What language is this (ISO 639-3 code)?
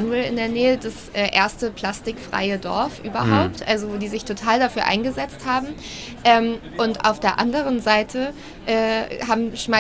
deu